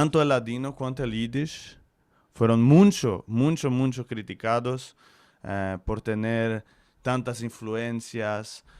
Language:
Ladino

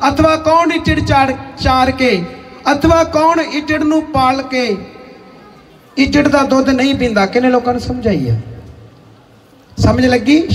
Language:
Punjabi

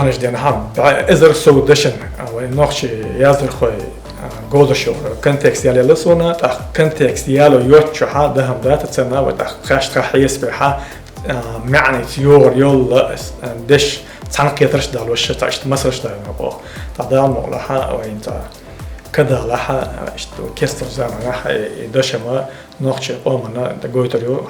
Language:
Chechen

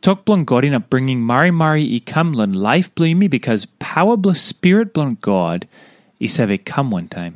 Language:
Tok Pisin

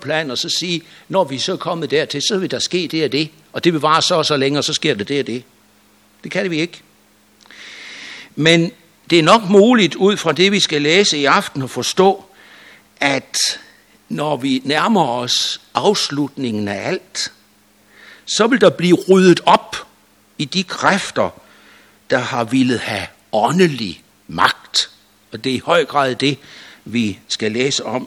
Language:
Danish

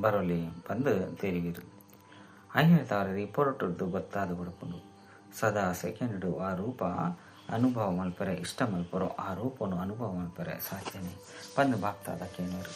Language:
Tulu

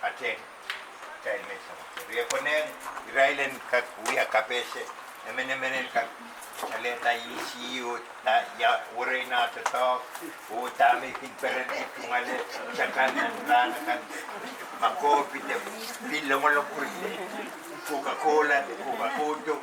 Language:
Pohnpeian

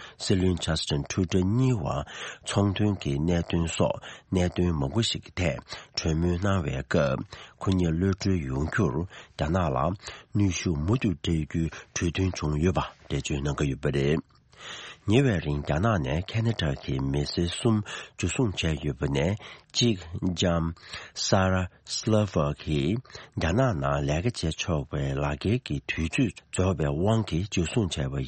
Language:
Tibetan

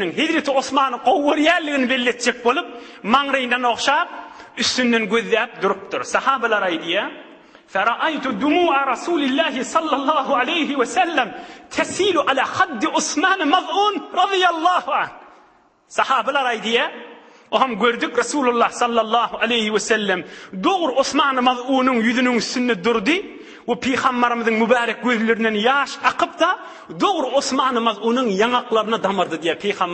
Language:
Turkmen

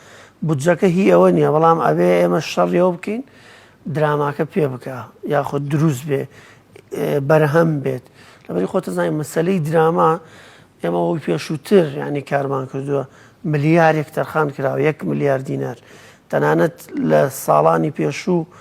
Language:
Central Kurdish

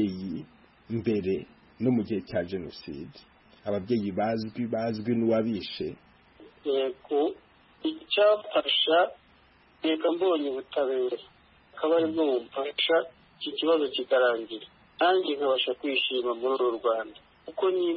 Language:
Kinyarwanda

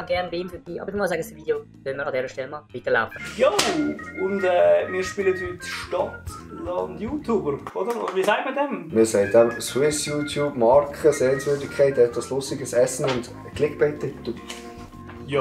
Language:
Swiss German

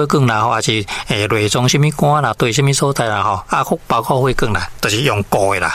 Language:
Min Nan Chinese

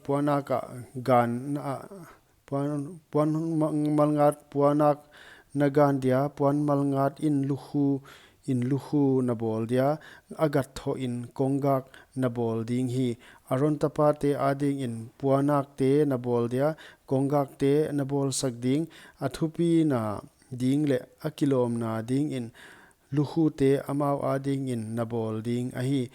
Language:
Paite Chin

